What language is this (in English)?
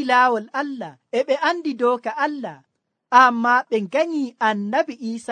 Nigerian Fulfulde